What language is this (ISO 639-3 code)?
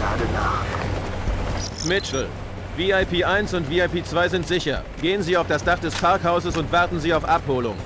bar